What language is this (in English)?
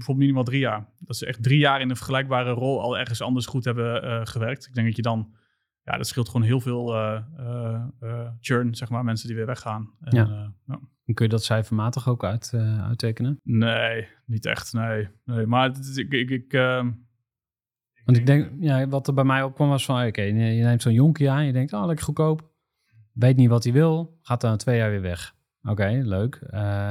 Dutch